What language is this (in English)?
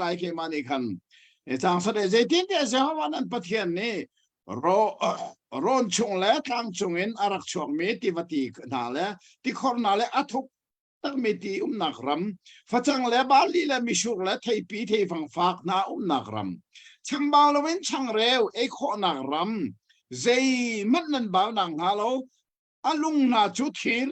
Hakha Chin